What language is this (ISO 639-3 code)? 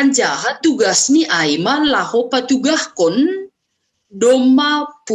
bts